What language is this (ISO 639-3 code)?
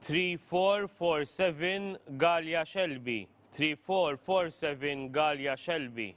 eng